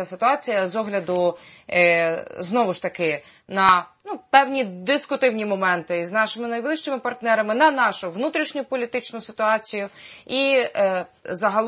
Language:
Ukrainian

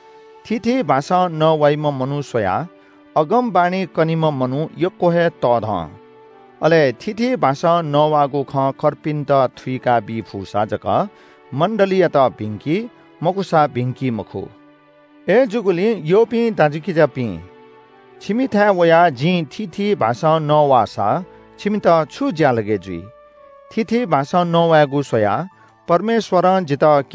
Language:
Newari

